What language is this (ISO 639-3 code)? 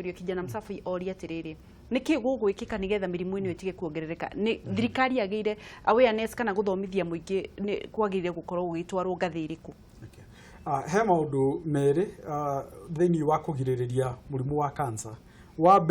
kik